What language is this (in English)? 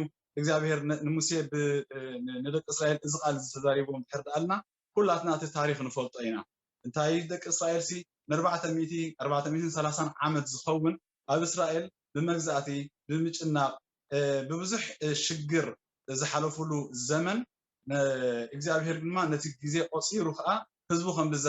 Tigrinya